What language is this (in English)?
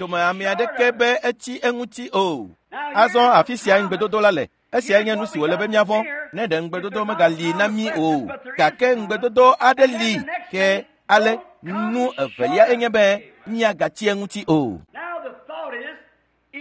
Ewe